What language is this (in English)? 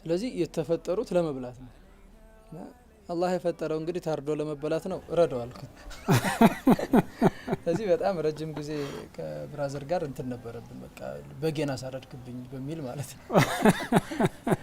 Amharic